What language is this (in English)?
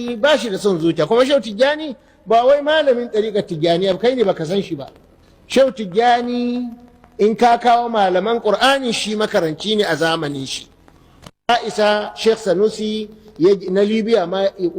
Hausa